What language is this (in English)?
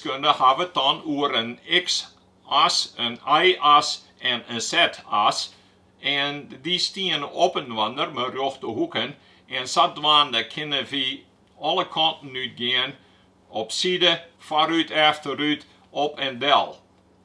Western Frisian